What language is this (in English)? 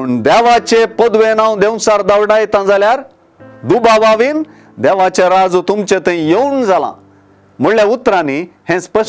Konkani